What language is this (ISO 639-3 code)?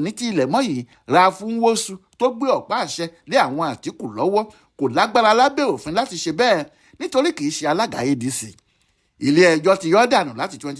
yor